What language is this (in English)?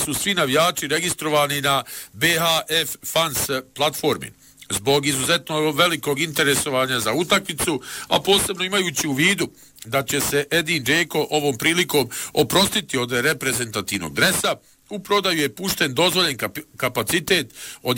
Bosnian